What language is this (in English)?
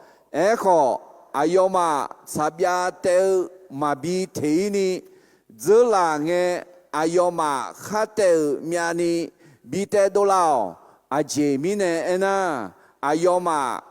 Akha